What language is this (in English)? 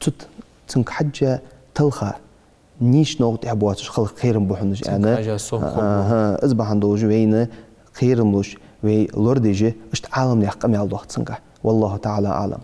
Ingush